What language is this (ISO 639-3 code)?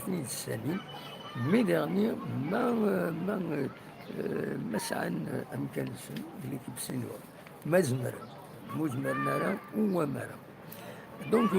kab